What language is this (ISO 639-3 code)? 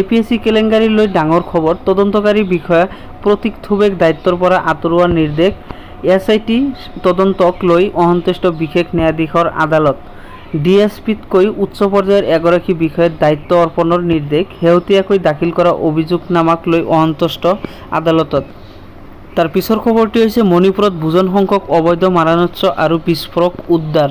asm